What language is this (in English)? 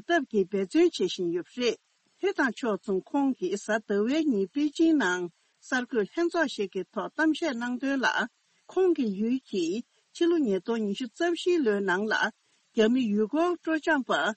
Tibetan